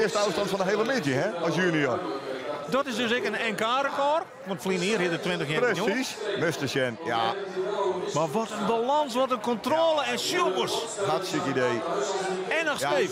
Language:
Western Frisian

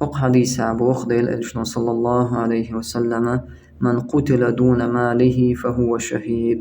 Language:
Chechen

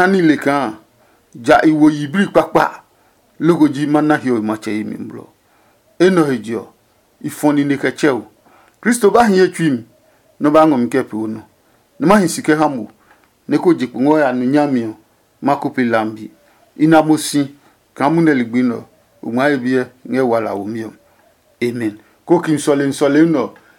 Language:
Adangme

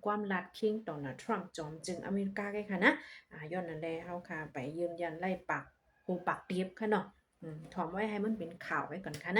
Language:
Shan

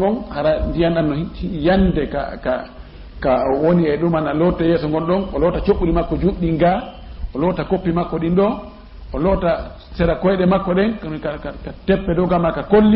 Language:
Fula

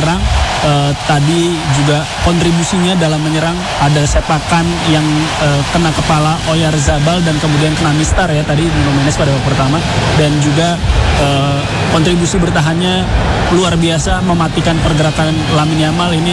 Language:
Indonesian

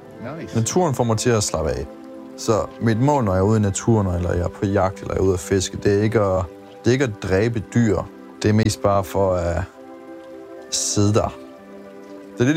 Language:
Danish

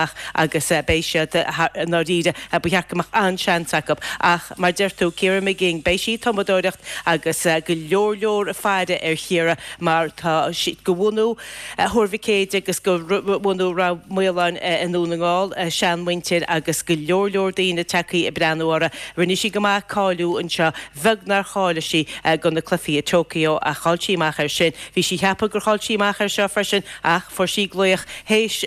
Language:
Irish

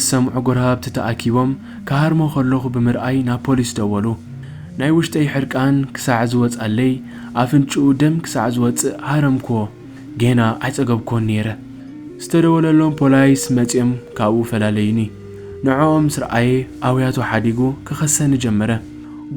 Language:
Tigrinya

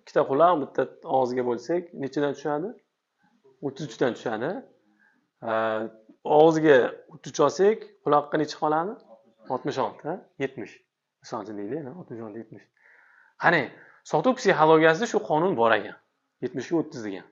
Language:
Uzbek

